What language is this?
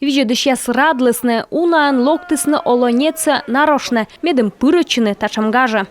Komi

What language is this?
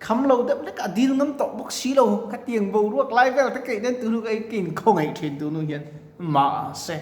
Mizo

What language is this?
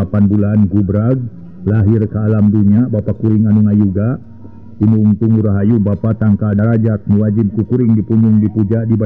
Sundanese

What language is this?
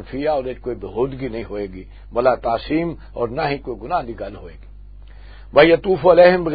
Western Panjabi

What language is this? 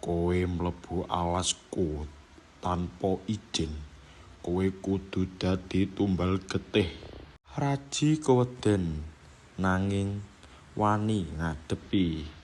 Javanese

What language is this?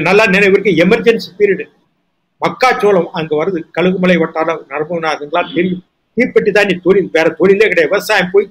Tamil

